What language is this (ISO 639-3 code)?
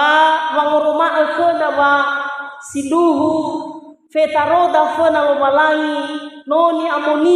nia